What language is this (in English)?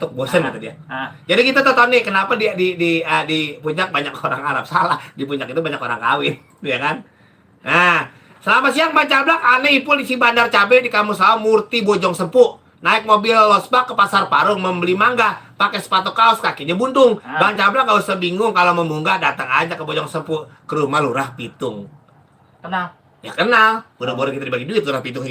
Betawi